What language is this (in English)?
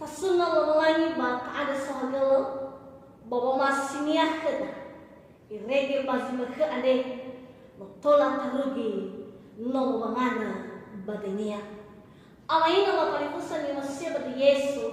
Nias